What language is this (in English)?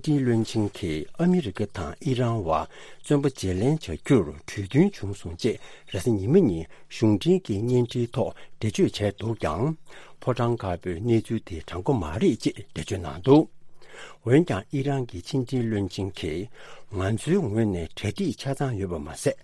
Tibetan